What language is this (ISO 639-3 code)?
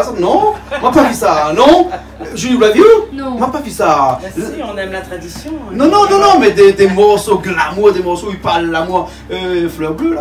rcf